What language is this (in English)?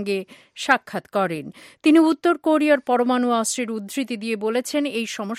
Bangla